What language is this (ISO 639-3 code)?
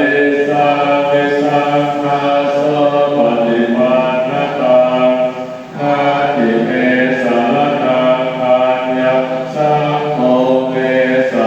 pli